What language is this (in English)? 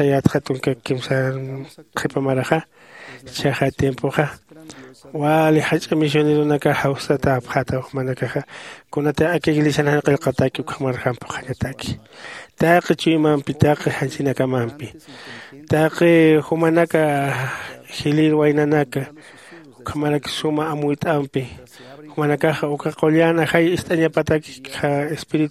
Aymara